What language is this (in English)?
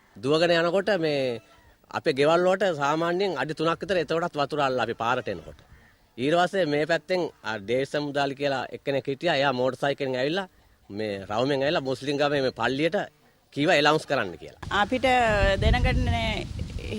Sinhala